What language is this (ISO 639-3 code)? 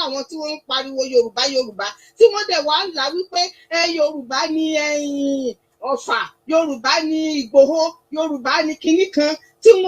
yor